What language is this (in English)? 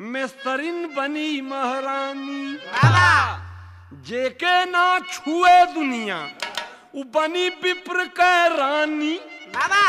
Bhojpuri